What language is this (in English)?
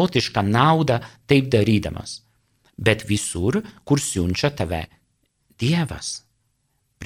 Lithuanian